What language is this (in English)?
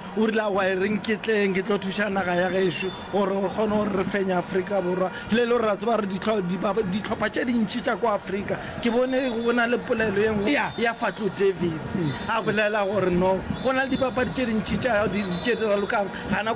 Northern Sotho